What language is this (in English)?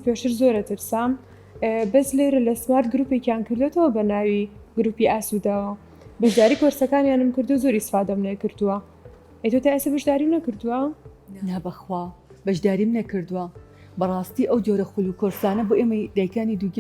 Central Kurdish